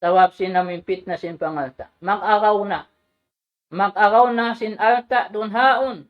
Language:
Tausug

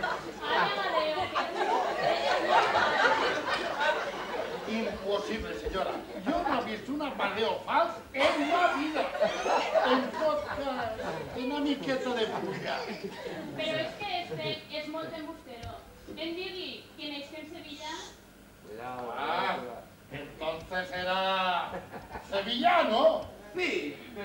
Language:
Catalan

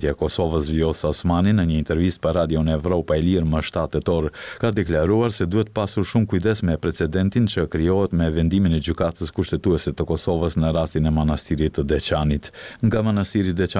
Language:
Albanian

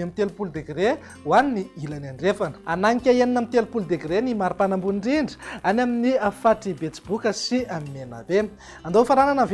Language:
Malagasy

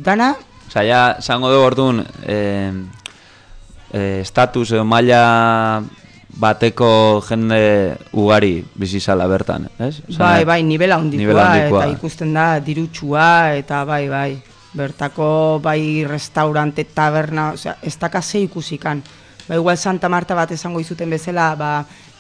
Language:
Basque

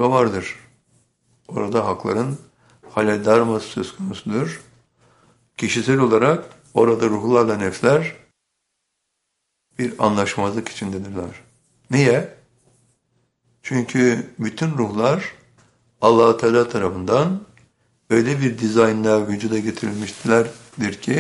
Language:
Turkish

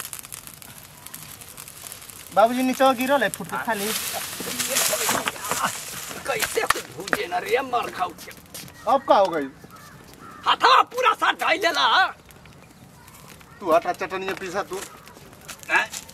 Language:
Bhojpuri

